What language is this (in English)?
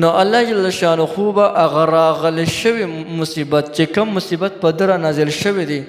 Pashto